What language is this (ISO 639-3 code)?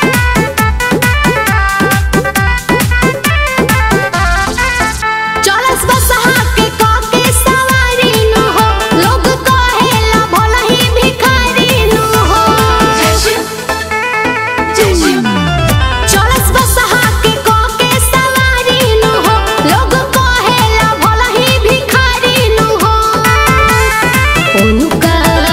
bho